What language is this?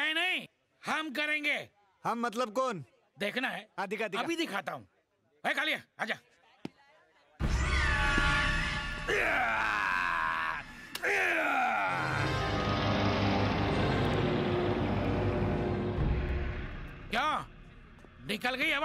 Hindi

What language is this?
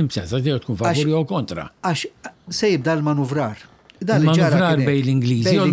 Maltese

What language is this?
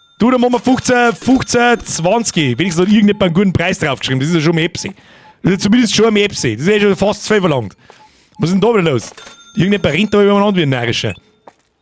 Bavarian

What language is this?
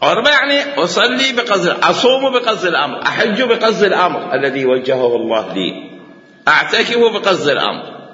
Mesopotamian Arabic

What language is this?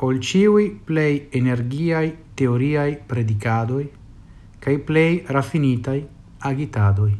Esperanto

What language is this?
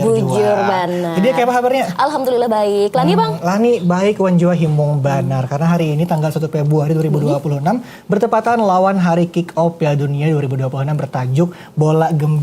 Banjar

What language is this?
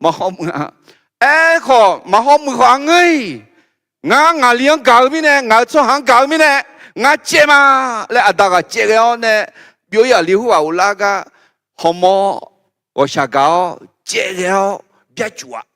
Akha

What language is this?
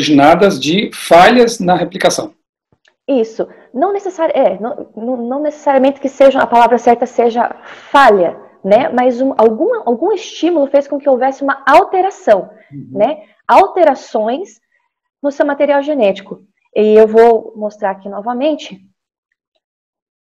Portuguese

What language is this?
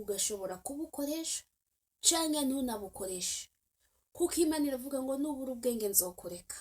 Rundi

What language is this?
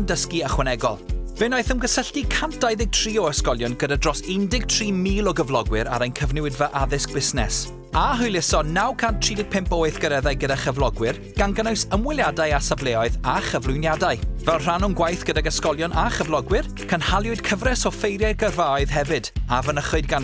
Welsh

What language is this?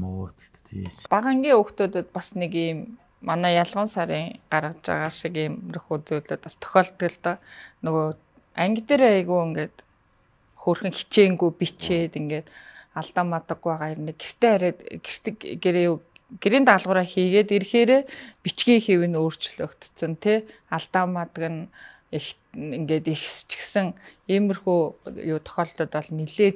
Mongolian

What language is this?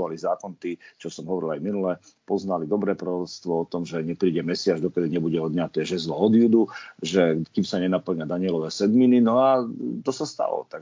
Slovak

